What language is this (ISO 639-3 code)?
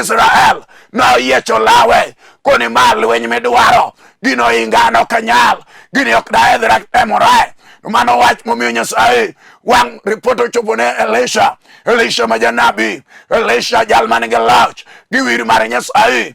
luo